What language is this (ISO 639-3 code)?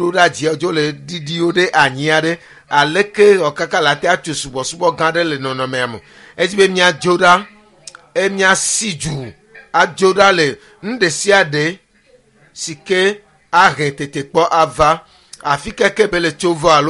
ewe